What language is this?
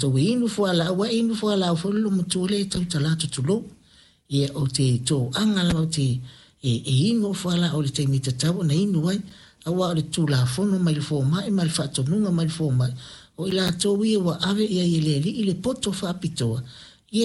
Samoan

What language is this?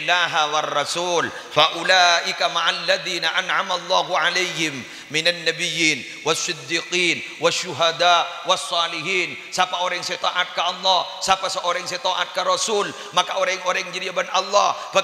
Madurese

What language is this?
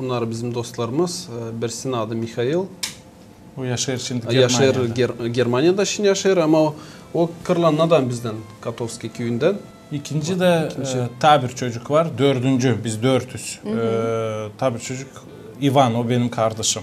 Gagauz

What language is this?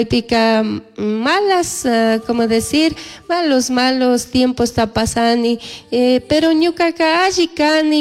Chimborazo Highland Quichua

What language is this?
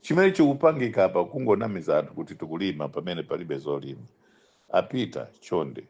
Nyanja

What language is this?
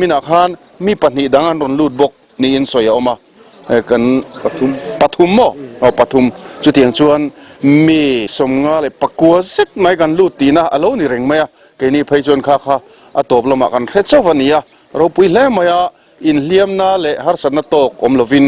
Mizo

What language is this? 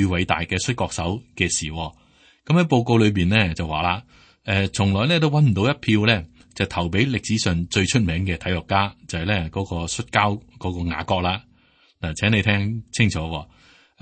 Cantonese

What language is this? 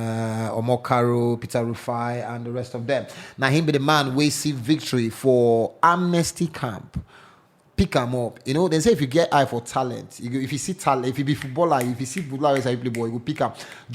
Nigerian Pidgin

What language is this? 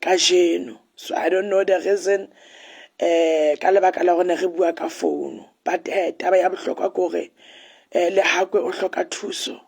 Southern Sotho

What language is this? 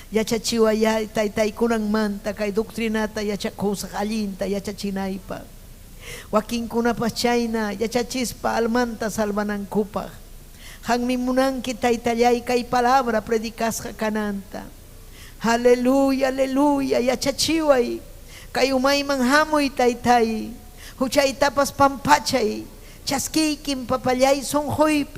Ayacucho Quechua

